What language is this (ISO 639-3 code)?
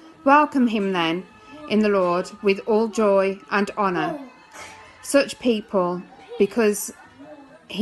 eng